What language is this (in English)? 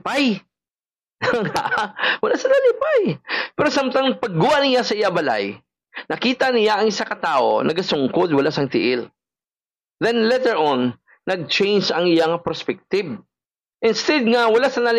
Hiligaynon